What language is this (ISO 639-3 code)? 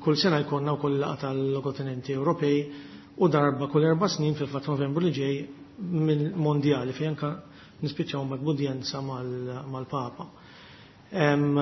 mlt